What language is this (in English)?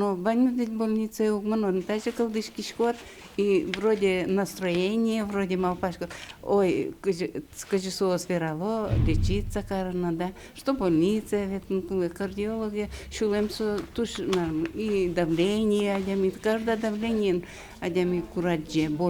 Udmurt